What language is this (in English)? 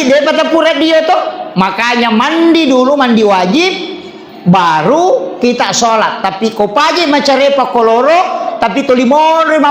Buginese